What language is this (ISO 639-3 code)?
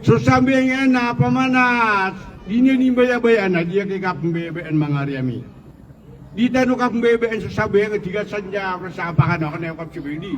mrw